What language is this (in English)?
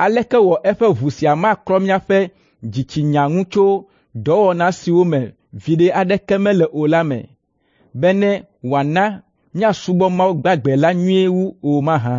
Ewe